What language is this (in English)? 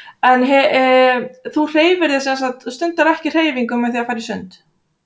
Icelandic